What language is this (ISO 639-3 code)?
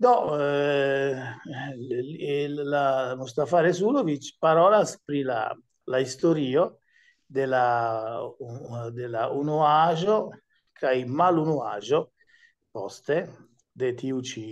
epo